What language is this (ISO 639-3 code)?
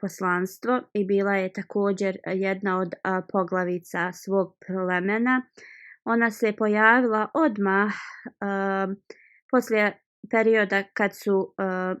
bos